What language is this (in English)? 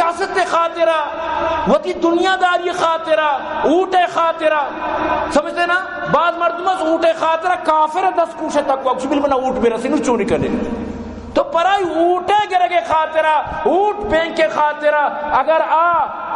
Baluchi